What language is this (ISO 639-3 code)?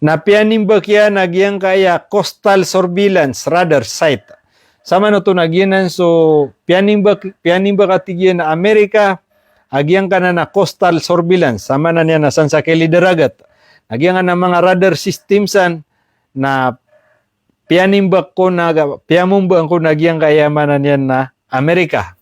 mrw